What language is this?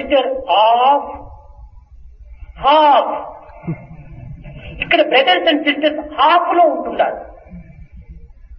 Telugu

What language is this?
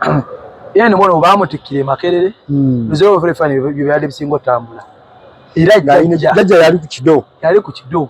Ganda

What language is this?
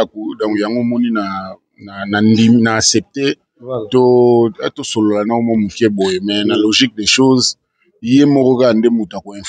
Lingala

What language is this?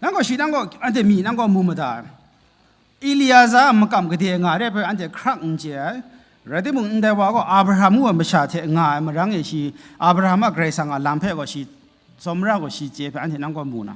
Kachin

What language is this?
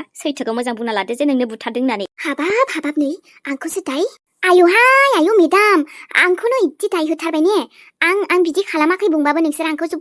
Bodo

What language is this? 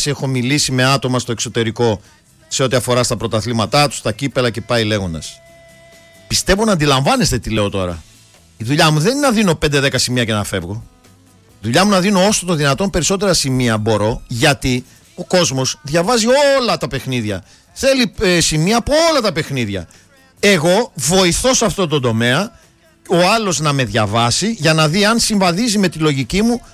Greek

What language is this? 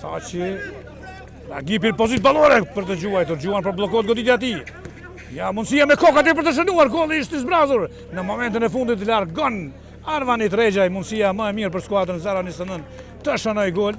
Albanian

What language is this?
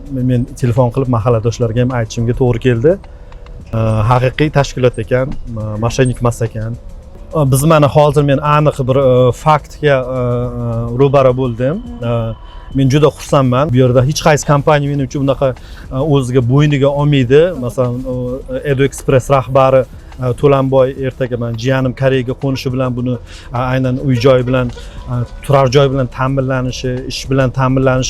Uzbek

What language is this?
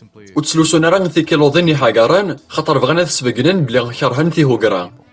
Kabyle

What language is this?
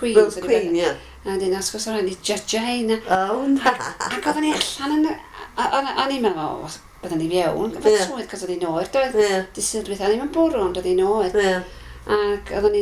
Welsh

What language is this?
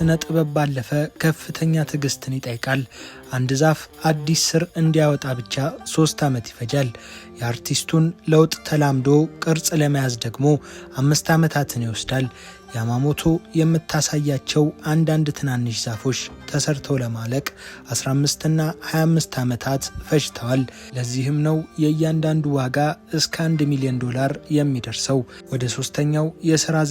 Amharic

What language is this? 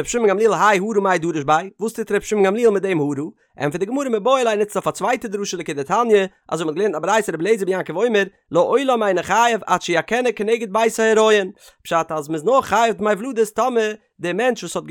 Yiddish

